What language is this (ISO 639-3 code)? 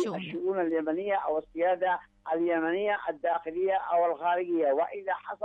ara